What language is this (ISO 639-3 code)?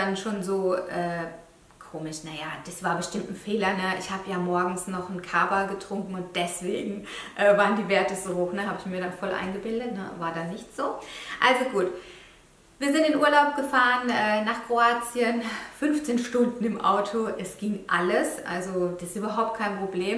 deu